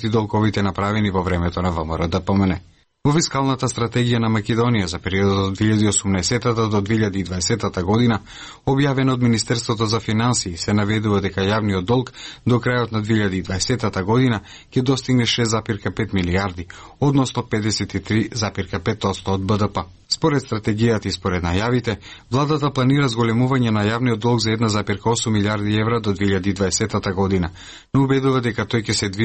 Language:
Macedonian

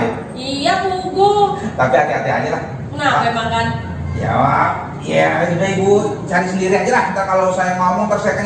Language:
Betawi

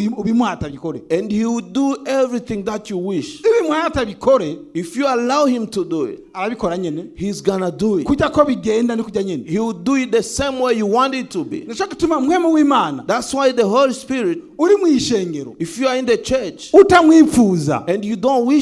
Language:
Rundi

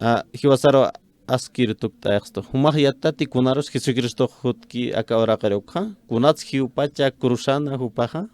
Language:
Aymara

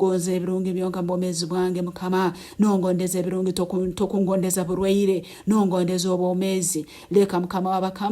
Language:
Nyankole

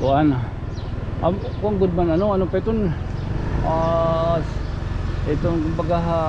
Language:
Waray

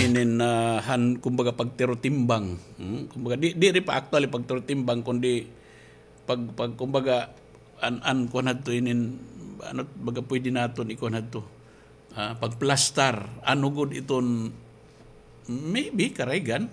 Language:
Waray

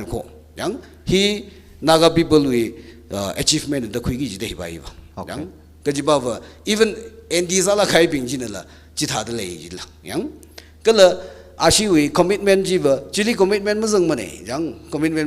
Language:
Tangkhul Naga (India)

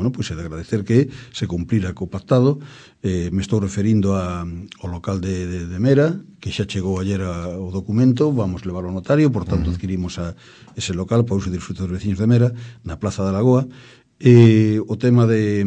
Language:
Galician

